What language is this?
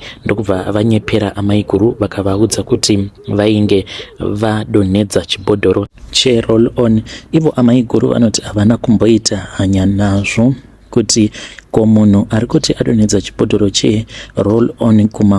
Shona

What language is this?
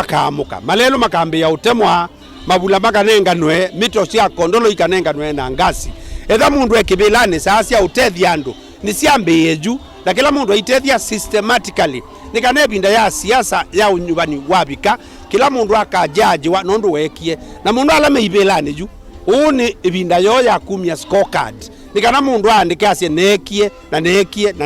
Kamba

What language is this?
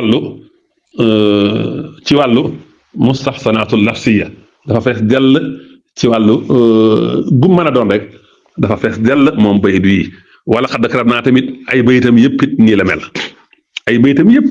Wolof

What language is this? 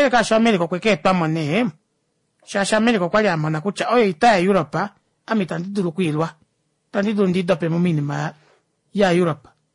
Kuanyama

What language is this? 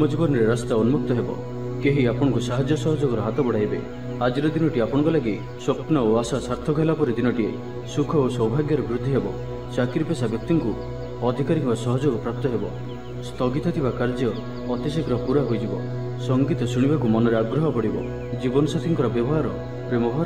Odia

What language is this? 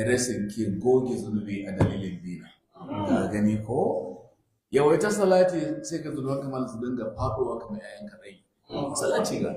Hausa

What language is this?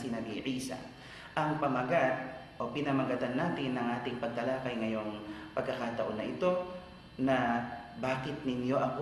Filipino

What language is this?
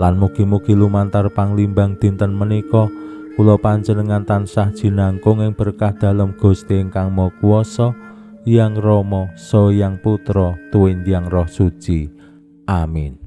Javanese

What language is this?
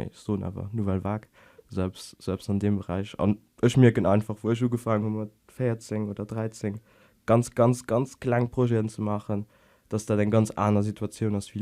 Luxembourgish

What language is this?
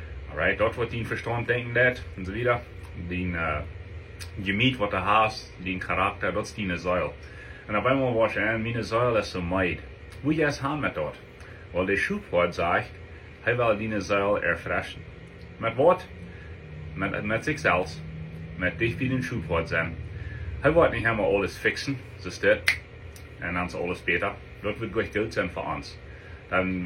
Plautdietsch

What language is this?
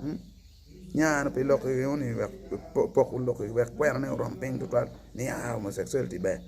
Acoli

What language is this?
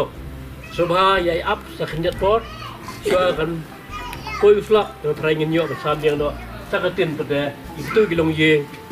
Khasi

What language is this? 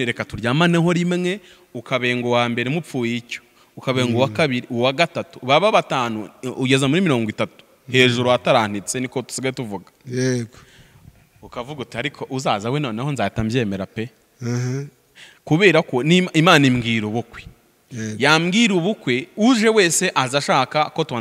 Kinyarwanda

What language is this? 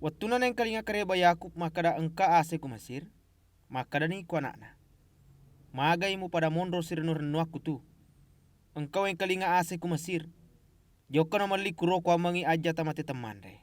Buginese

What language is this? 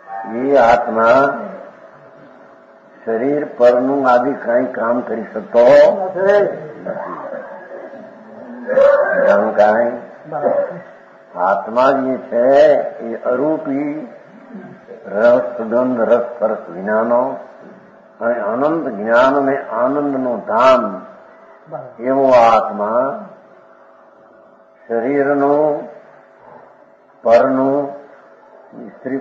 Gujarati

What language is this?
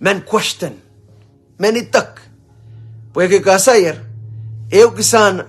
Pohnpeian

